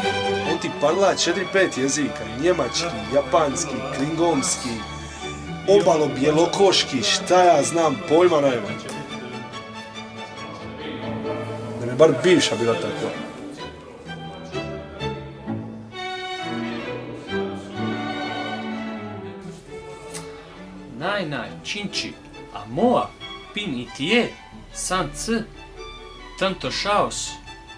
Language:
Croatian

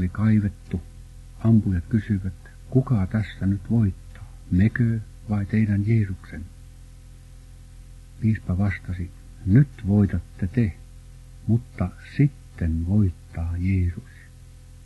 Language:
Finnish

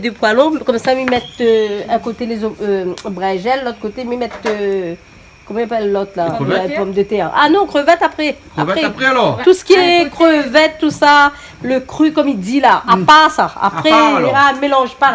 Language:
Réunion Creole French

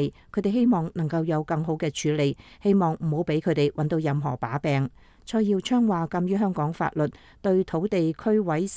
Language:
Cantonese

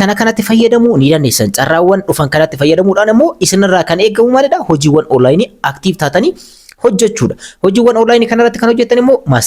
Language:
Oromo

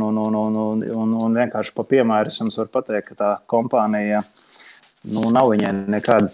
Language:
Latvian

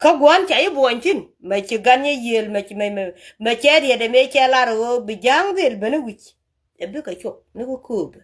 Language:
Nuer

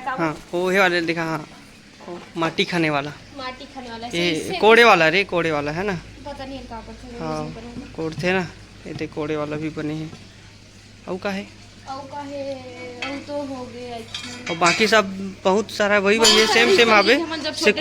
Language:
Chhattisgarhi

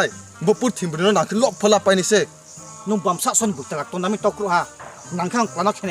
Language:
Riang (India)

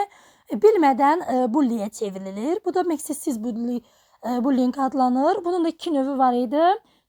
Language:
Azerbaijani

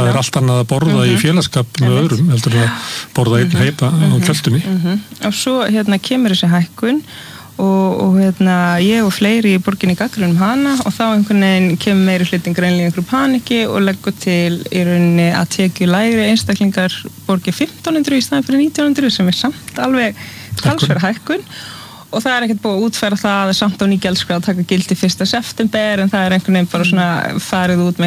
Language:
Icelandic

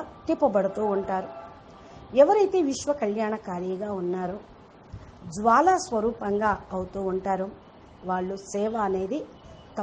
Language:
Telugu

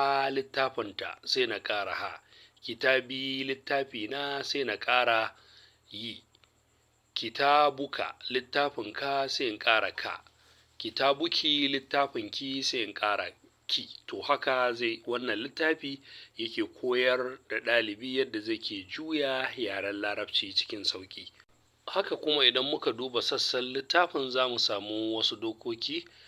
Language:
Hausa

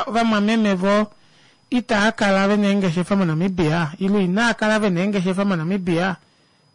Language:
Kuanyama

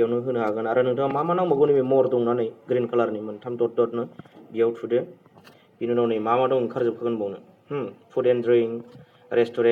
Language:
Bodo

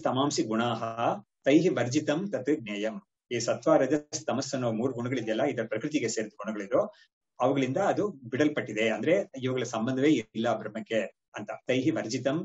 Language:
Kannada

